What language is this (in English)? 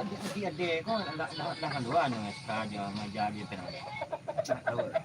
Minangkabau